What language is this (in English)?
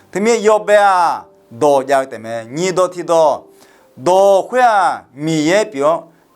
Akha